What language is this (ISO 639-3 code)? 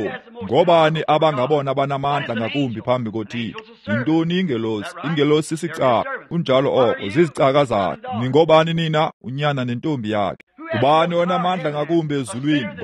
xho